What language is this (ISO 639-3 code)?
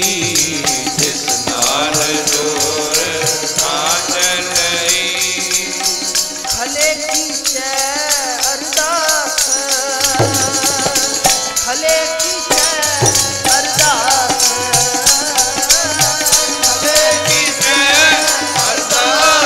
pan